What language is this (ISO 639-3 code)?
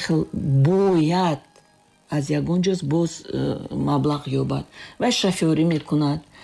tgk